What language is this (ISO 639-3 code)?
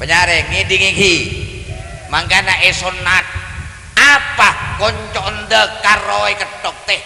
mad